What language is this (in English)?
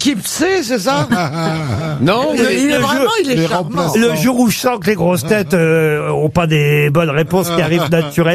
French